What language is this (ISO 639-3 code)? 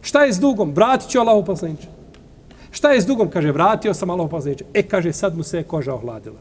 bos